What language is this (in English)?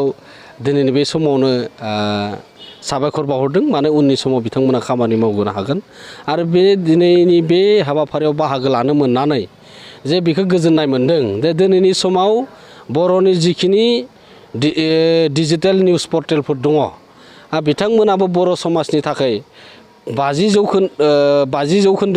Bodo